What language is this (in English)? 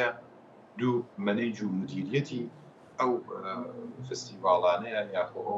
Central Kurdish